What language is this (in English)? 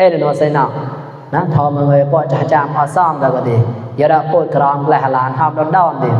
Mon